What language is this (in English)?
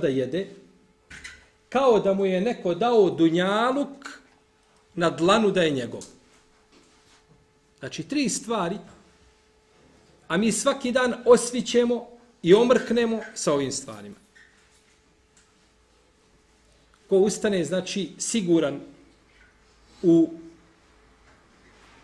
Bosnian